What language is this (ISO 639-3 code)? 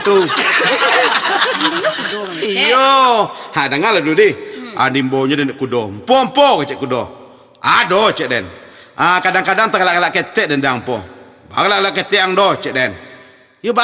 min